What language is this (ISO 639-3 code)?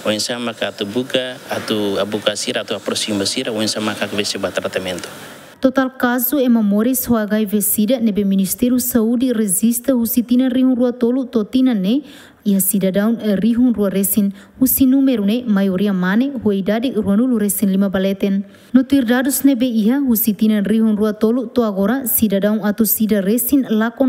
tet